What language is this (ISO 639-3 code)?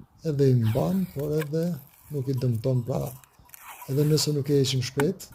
sqi